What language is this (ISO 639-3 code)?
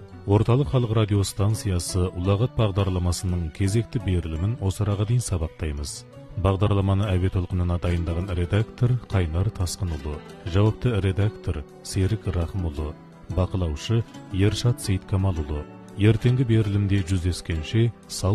kaz